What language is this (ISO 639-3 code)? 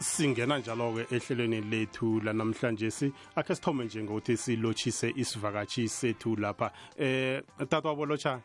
nbl